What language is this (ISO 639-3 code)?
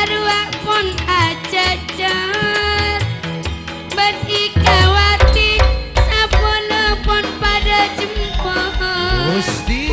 mad